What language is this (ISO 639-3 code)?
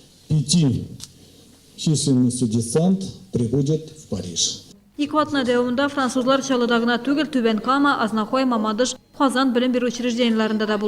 tat